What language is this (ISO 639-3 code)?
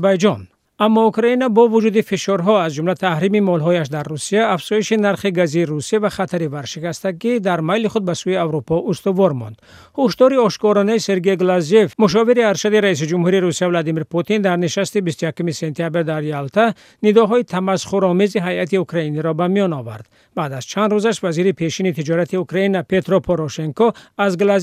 tgk